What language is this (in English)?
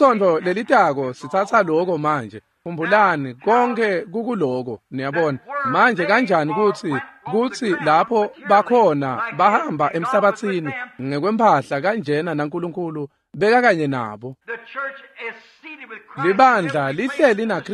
Swati